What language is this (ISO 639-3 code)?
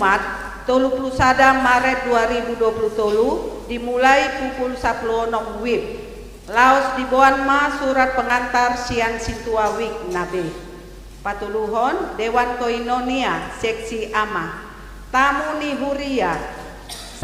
bbc